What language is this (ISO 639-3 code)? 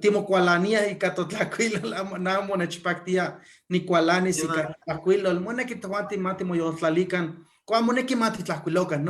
nhe